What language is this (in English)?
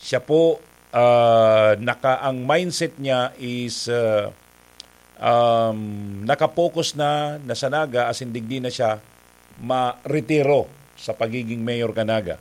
Bikol